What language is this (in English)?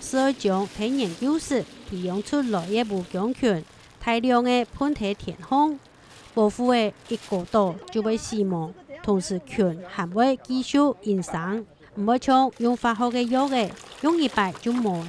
Hakka Chinese